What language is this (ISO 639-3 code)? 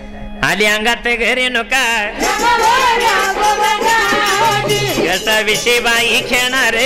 mar